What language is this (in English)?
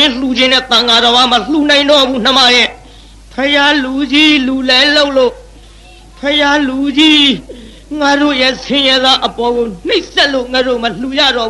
Burmese